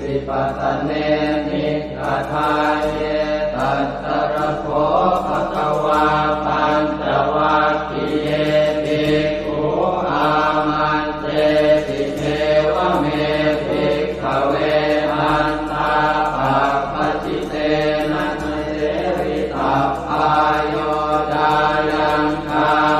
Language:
Pali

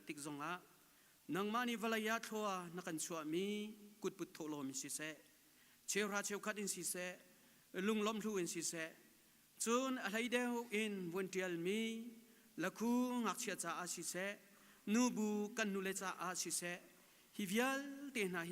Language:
Hakha Chin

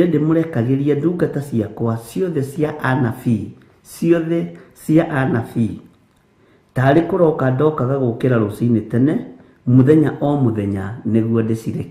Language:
Kikuyu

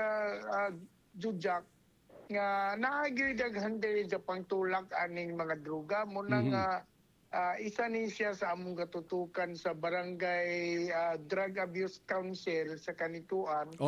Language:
Cebuano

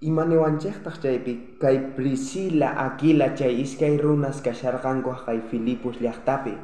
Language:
South Bolivian Quechua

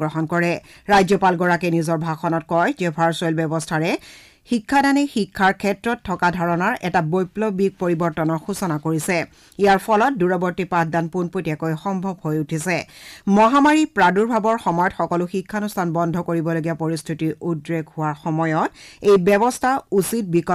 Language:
Assamese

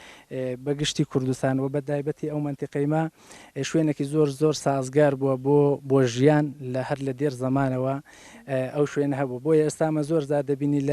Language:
Central Kurdish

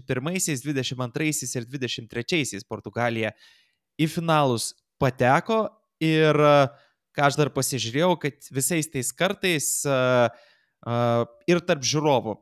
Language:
Lithuanian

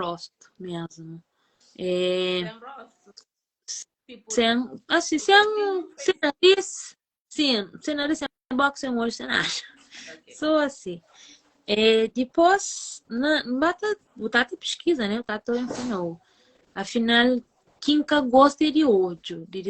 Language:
Kabuverdianu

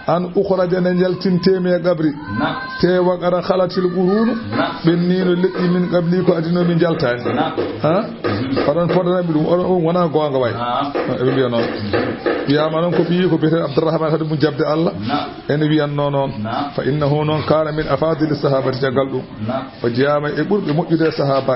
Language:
Fula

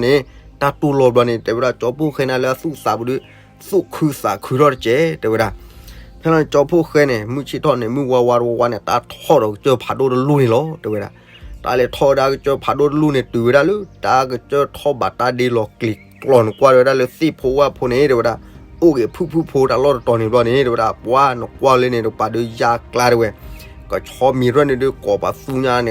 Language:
S'gaw Karen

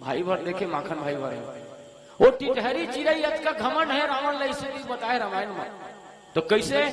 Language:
Chhattisgarhi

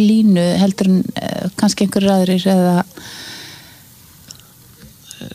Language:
Icelandic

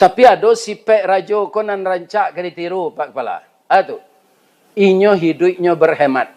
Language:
Minangkabau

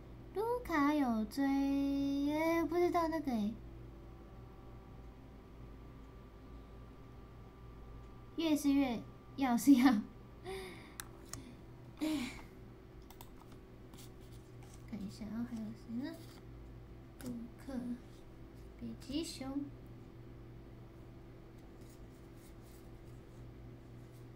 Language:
Chinese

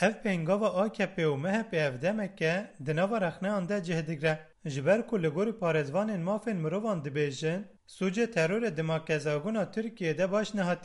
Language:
Kurdish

